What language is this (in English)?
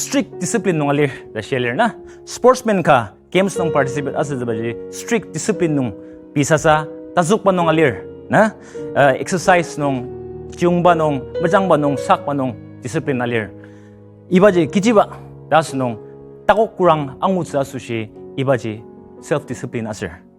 Ao Naga